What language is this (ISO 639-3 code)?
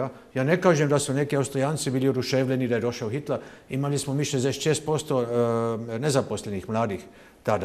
hrv